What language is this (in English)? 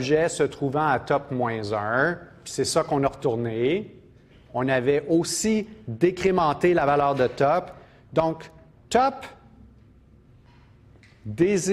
French